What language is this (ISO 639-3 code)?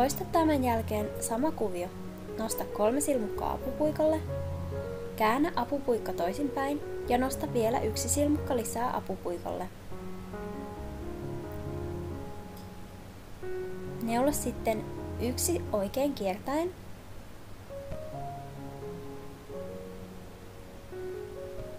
fin